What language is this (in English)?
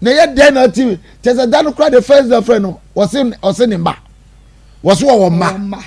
Akan